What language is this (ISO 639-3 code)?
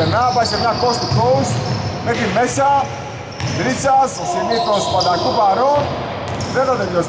ell